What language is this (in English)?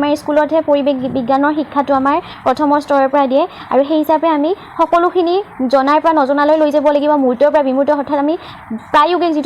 Assamese